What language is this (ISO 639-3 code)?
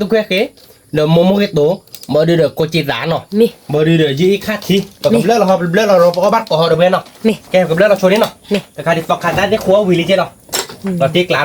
ksw